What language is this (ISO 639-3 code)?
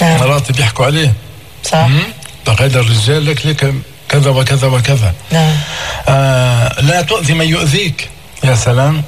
apc